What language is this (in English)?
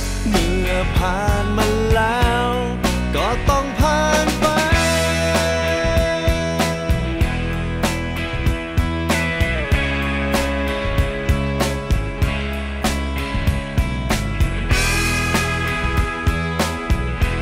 Thai